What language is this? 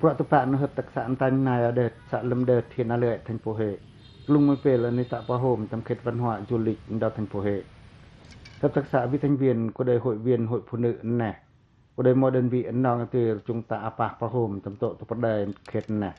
Pacoh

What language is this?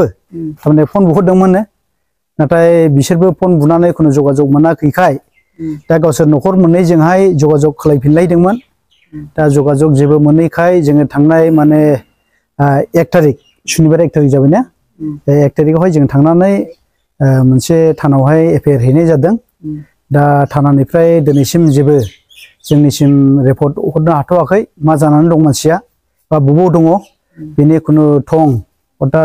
Bodo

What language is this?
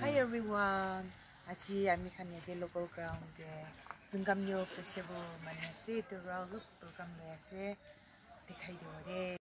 Yimchungru Naga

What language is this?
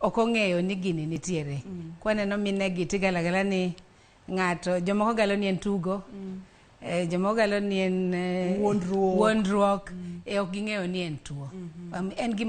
Luo (Kenya and Tanzania)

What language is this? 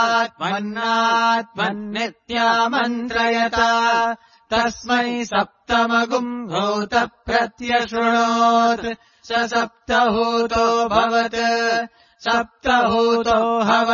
Sanskrit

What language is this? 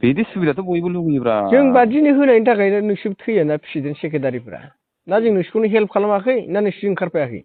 Bodo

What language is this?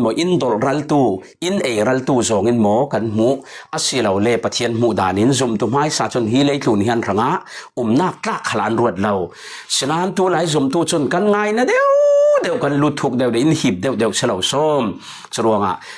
Falam Chin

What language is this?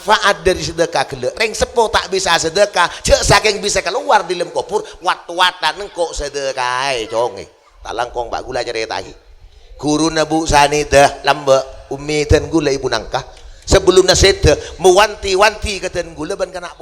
Madurese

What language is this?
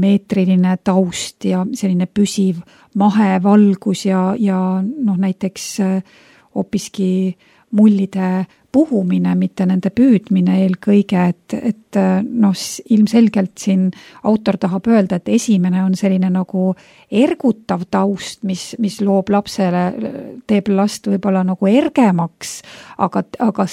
Estonian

